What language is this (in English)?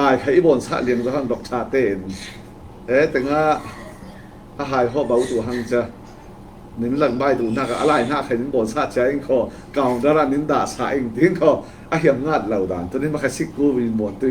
Falam Chin